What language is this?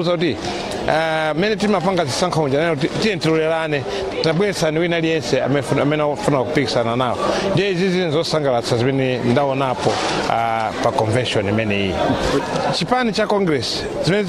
Nyanja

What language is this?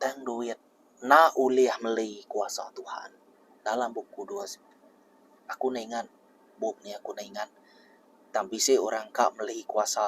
Iban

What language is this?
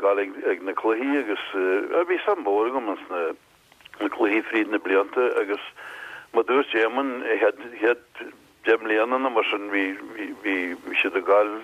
Irish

